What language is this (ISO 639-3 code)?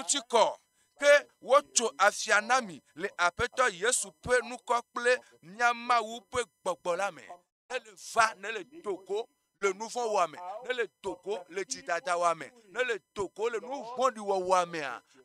ewe